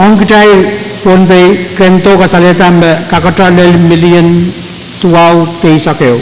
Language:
Pohnpeian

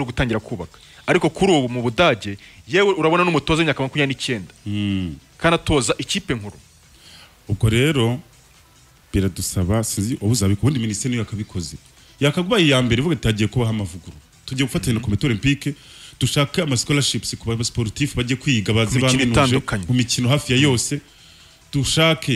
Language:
Kinyarwanda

